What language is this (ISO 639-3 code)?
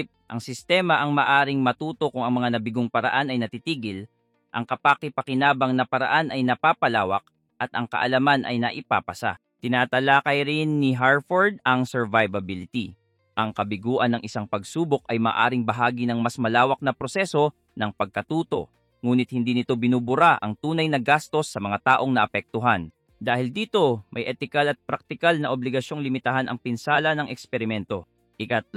fil